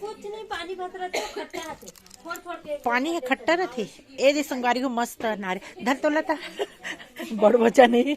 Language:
Chhattisgarhi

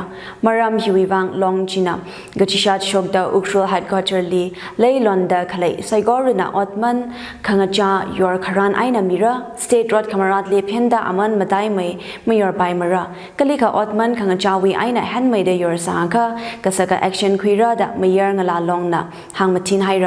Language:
Tangkhul Naga (India)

